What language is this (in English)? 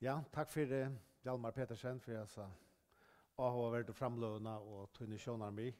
Faroese